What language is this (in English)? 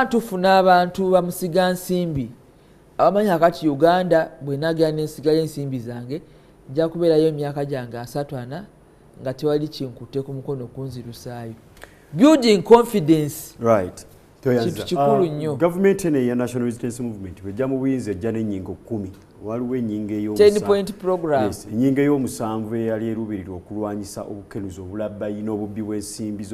Ganda